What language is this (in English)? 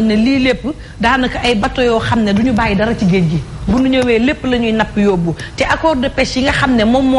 Wolof